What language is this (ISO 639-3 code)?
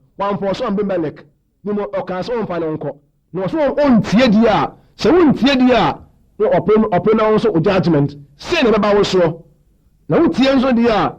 aka